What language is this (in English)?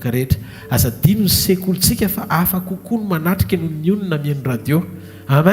Malagasy